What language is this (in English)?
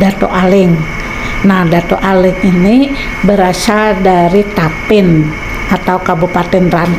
Banjar